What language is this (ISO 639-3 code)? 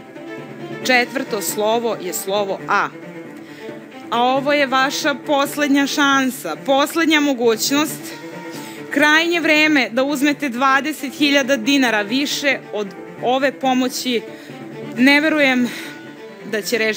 srp